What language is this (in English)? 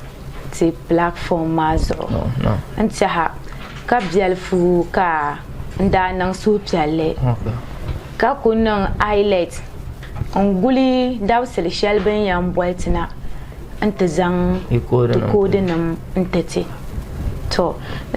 Dagbani